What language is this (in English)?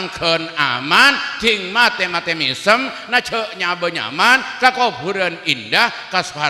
Madurese